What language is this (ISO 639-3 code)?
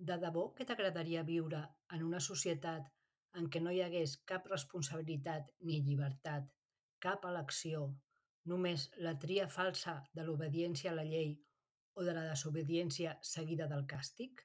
cat